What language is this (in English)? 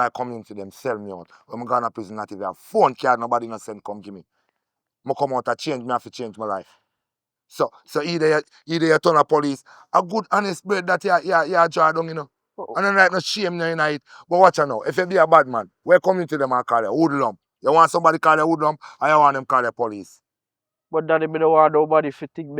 Jamaican Creole English